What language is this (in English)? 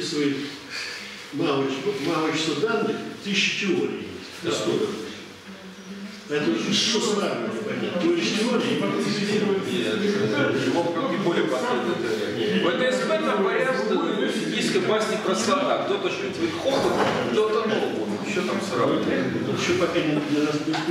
Russian